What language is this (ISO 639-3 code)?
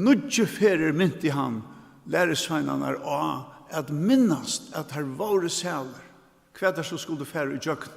fao